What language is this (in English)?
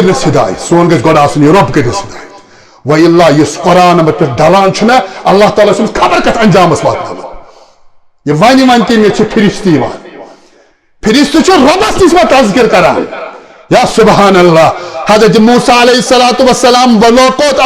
Kashmiri